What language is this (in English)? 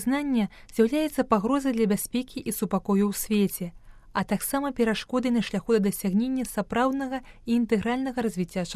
Belarusian